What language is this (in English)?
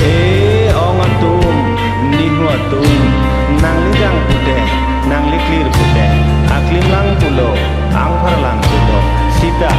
Karbi